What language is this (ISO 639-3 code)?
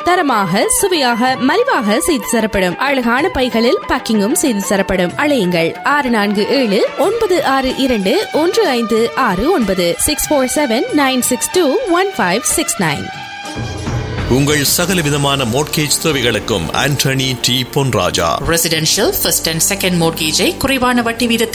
tam